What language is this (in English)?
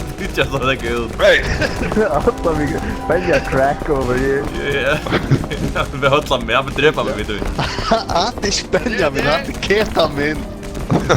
Faroese